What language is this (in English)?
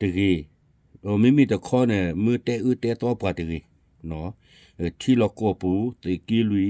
S'gaw Karen